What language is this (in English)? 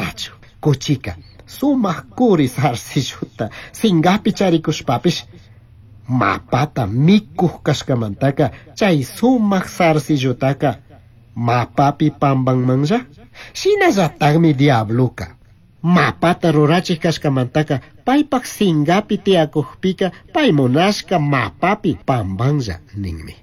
Chimborazo Highland Quichua